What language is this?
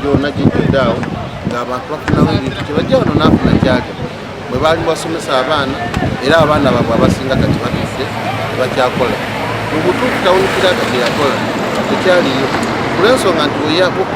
Ganda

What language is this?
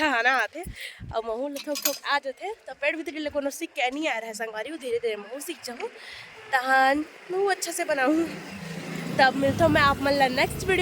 Chhattisgarhi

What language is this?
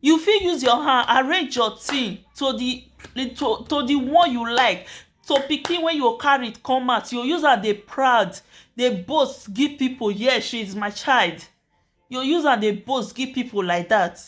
Nigerian Pidgin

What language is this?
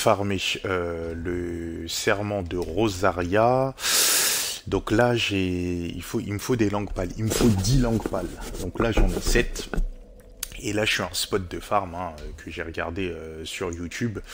French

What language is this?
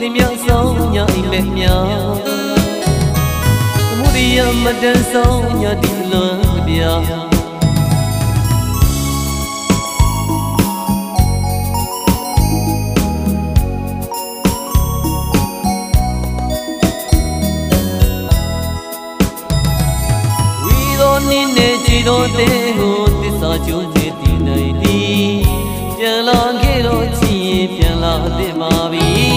Burmese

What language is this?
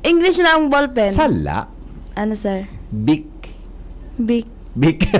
Bikol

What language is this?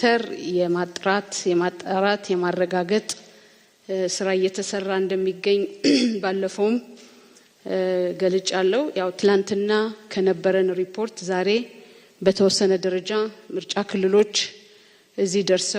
Amharic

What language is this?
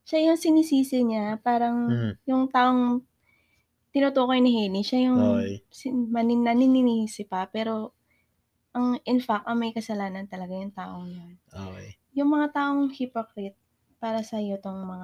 Filipino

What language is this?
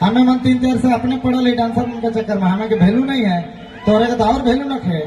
Sadri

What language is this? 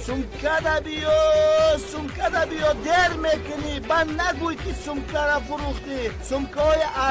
Tajik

